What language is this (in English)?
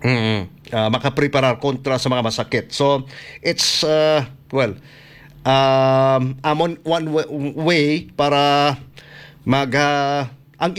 Hiligaynon